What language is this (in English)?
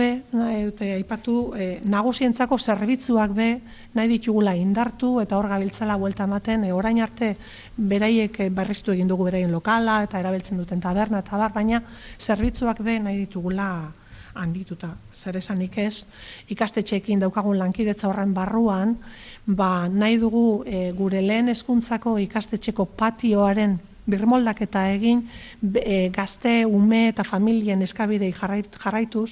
Basque